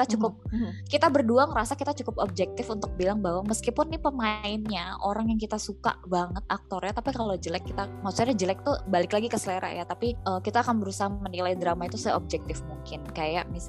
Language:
Indonesian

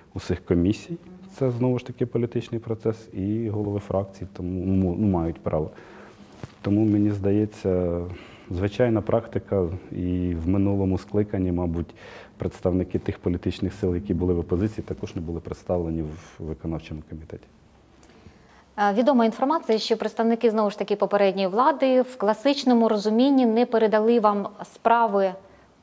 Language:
Ukrainian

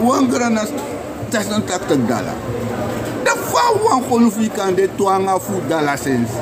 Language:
Sranan Tongo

